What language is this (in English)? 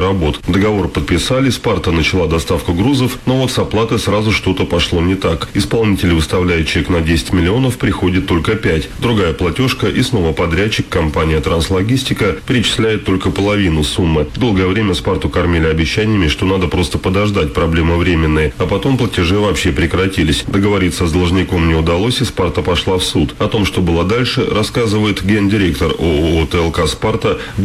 Russian